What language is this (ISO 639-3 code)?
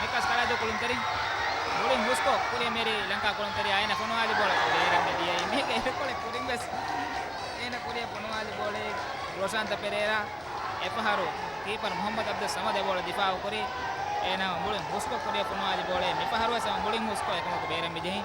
div